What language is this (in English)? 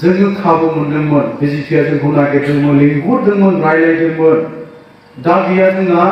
Bodo